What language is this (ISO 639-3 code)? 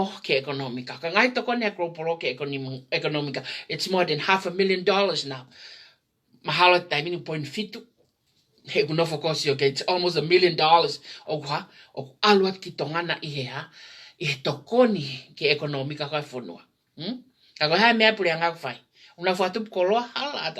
ton